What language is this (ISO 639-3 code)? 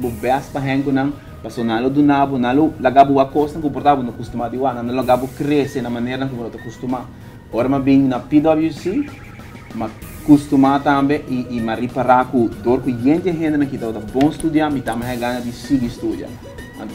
pap